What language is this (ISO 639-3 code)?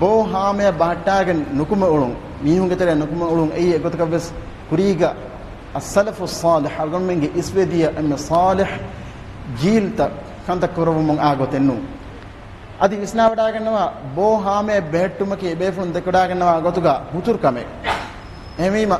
div